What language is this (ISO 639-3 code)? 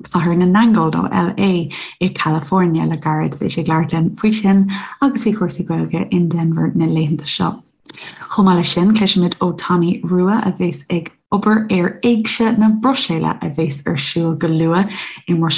gle